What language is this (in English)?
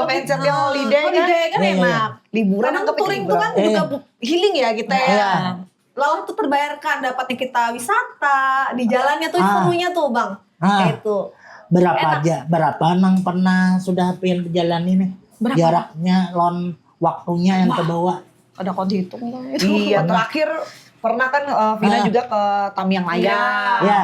Banjar